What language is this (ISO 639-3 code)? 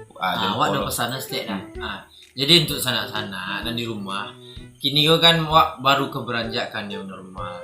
min